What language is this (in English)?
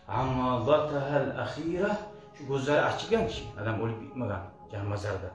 Kumyk